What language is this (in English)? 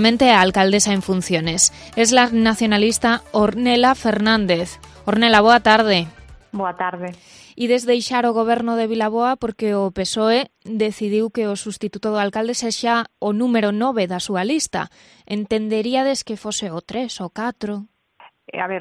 Galician